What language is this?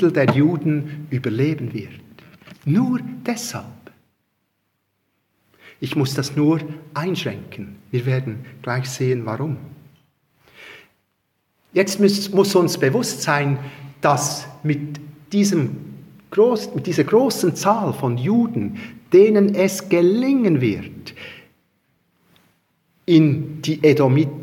German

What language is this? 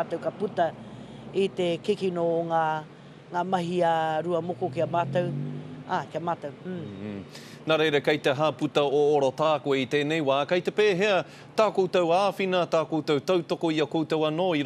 Māori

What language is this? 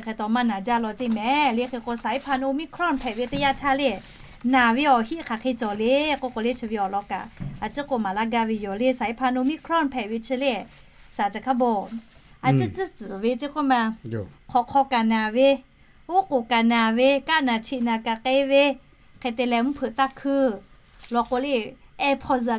Lahu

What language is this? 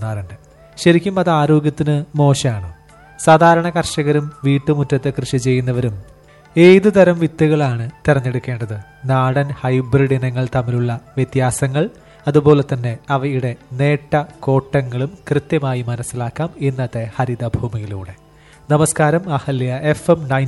Malayalam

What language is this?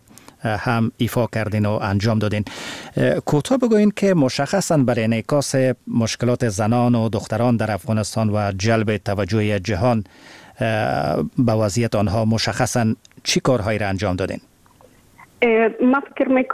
Persian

